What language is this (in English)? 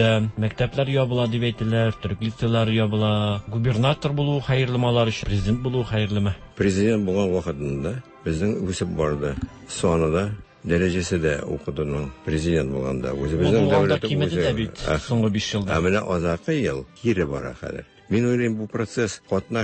Tatar